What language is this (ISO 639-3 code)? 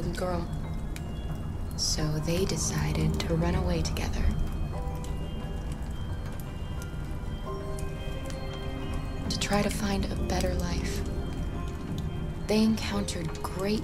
eng